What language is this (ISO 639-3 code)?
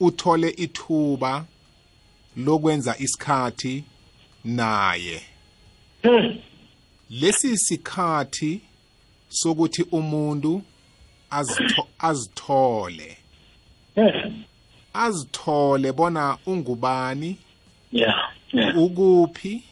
nbl